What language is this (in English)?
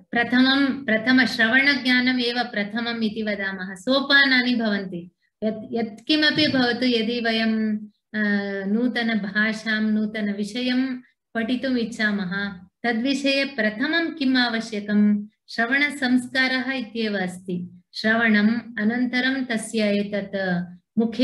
Sanskrit